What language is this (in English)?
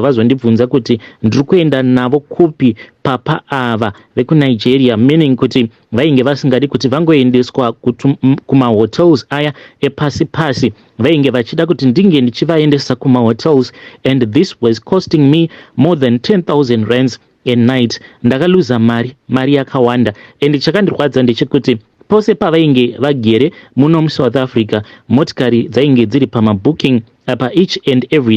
Shona